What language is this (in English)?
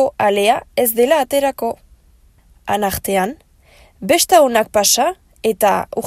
Basque